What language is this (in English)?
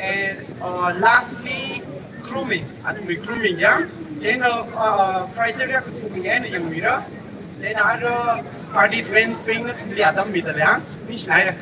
Tangkhul Naga (India)